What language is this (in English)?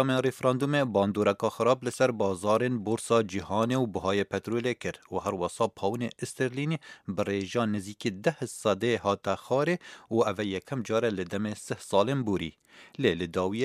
Kurdish